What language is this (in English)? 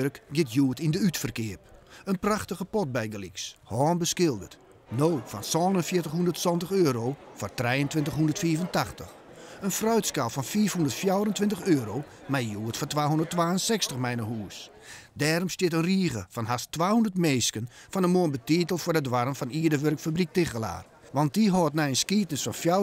Western Frisian